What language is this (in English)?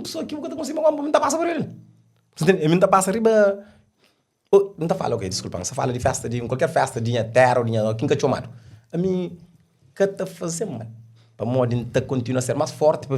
Kabuverdianu